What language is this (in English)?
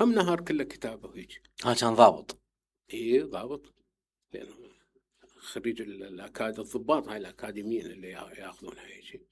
Mesopotamian Arabic